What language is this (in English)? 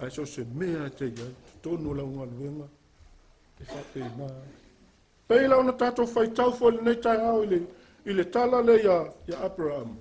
Samoan